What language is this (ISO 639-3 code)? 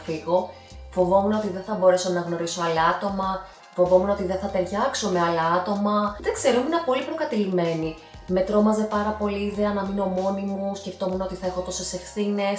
ell